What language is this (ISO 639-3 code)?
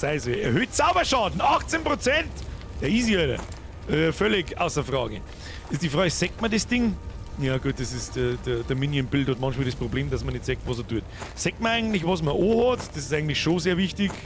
bar